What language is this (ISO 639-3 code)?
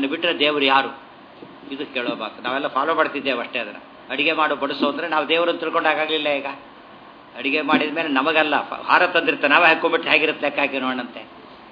kan